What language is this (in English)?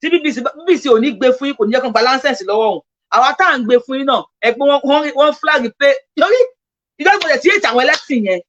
Yoruba